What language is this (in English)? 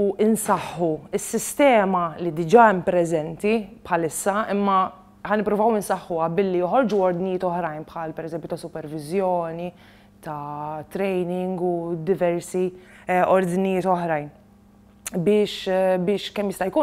Maltese